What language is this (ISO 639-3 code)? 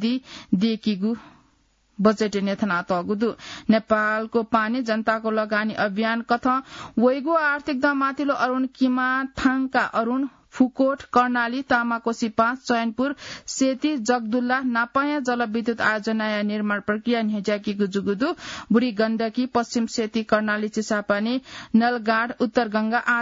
new